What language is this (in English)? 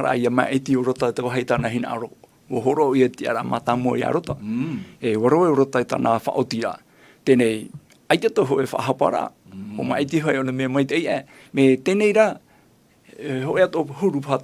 Tahitian